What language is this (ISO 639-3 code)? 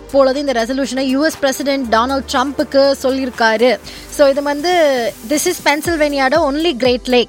tam